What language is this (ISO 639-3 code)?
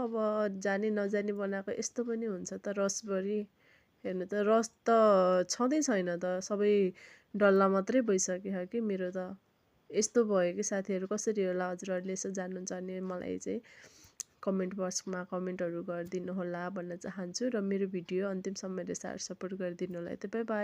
nep